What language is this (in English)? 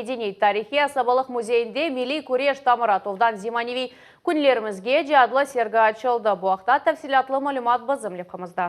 Crimean Tatar